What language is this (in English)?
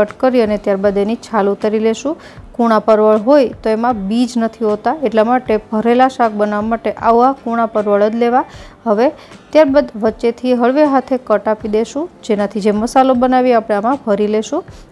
Gujarati